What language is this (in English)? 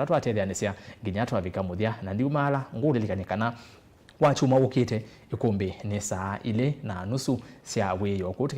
Kamba